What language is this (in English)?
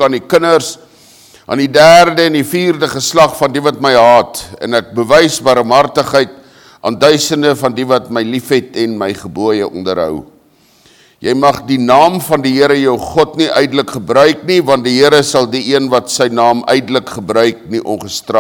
Afrikaans